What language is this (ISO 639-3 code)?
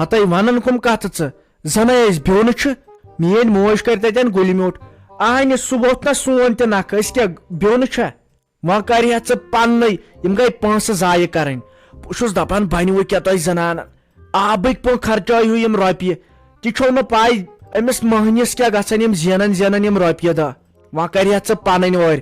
kas